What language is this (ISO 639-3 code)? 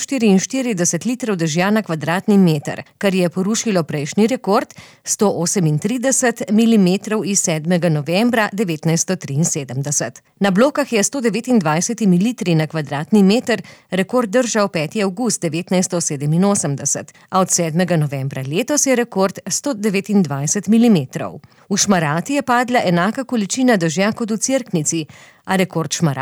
slv